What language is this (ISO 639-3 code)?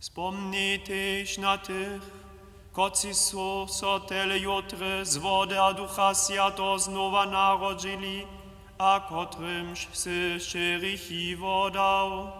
hsb